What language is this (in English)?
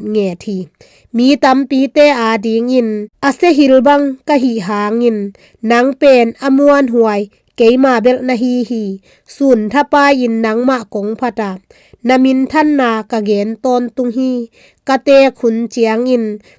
Tedim Chin